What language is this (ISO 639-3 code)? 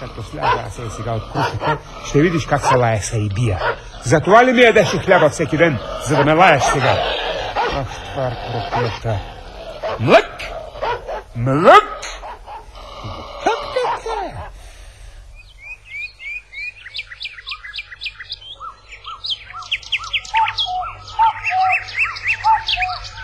bul